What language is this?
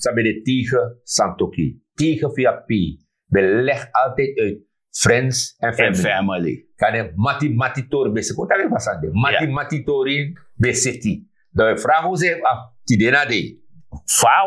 Sranan Tongo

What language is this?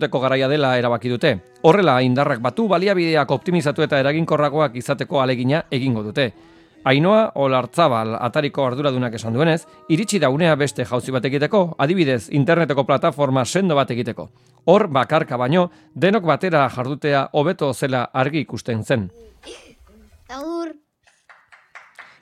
Basque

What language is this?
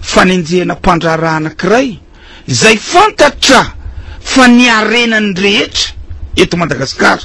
Malagasy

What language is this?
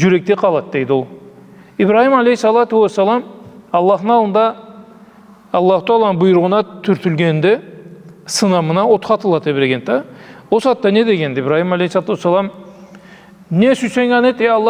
Karachay-Balkar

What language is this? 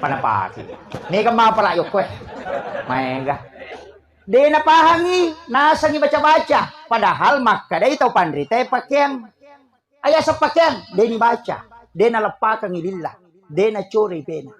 Buginese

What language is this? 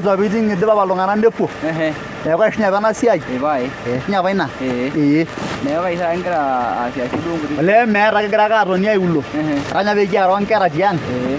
Masai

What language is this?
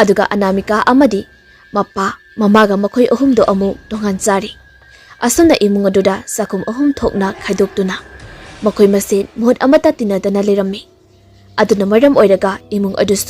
Manipuri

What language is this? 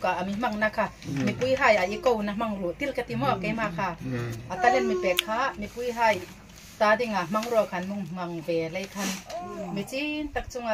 Hmar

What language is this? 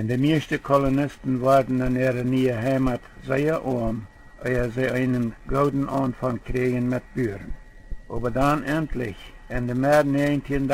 Plautdietsch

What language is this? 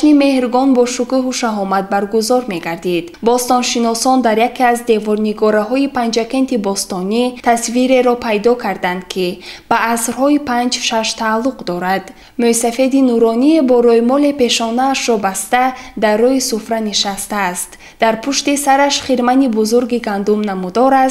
Tajik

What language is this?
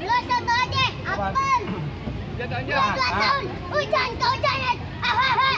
Betawi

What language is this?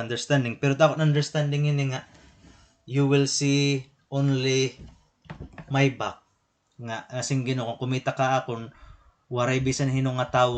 Waray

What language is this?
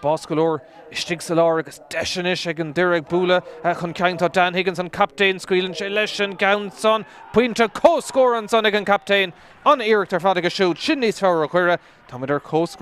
Irish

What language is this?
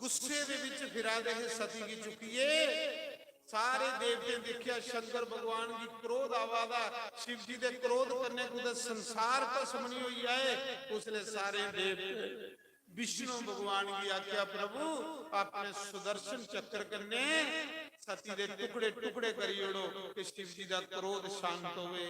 Dogri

